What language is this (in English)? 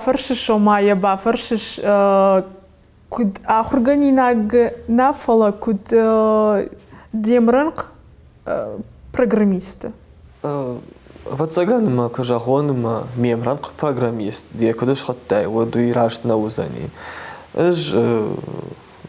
Ossetic